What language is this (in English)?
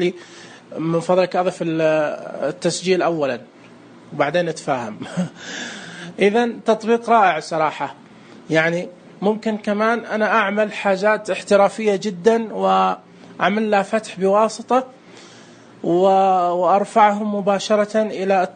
Najdi Arabic